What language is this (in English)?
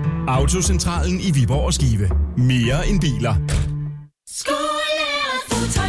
Danish